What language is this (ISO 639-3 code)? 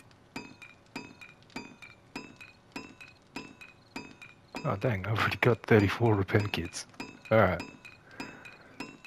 eng